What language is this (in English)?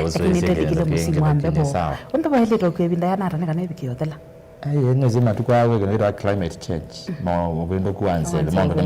Kamba